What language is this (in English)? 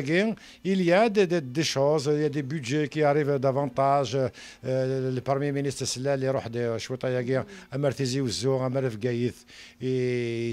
Kabyle